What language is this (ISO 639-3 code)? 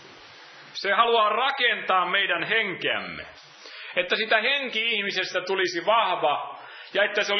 fin